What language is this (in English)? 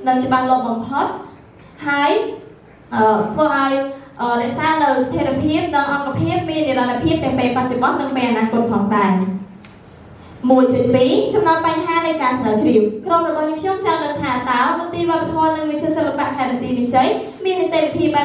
Khmer